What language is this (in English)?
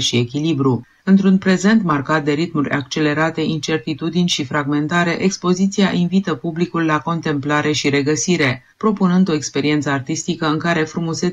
Romanian